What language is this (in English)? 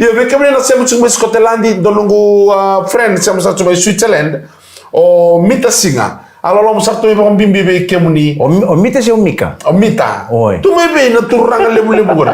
Fijian